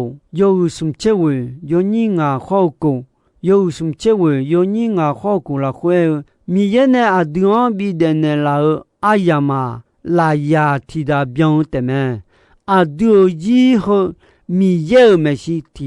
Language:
Akha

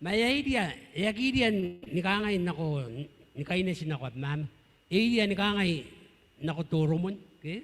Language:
Gilbertese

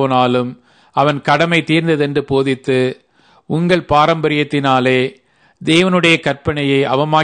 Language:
Tamil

